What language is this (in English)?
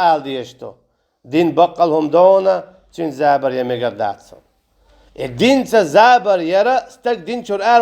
Chechen